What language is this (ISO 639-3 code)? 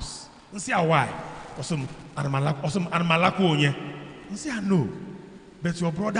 ibo